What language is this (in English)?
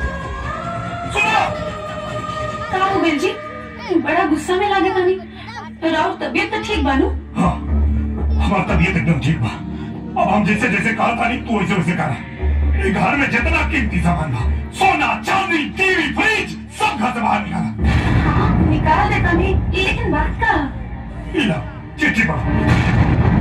Bhojpuri